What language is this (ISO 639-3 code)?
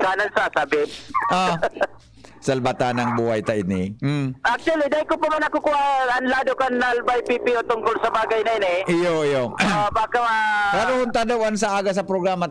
bik